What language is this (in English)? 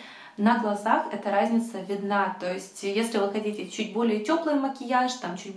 Russian